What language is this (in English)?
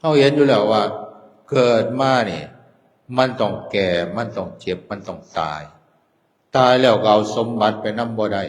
Northeastern Thai